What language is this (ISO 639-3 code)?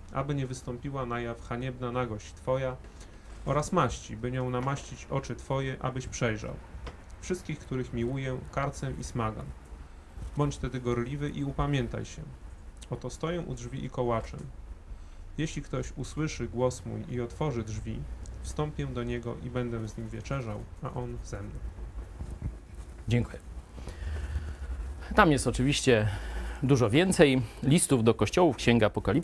pol